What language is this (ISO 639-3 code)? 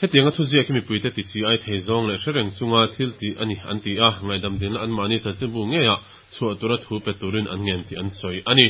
lus